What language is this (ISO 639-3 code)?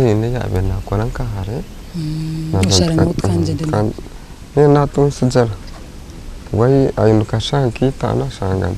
nyn